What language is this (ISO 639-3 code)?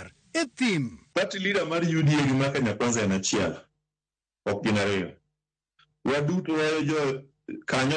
luo